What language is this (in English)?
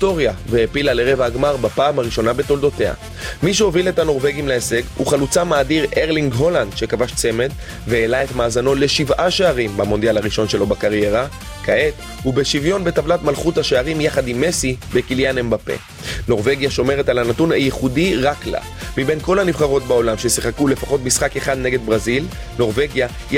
Hebrew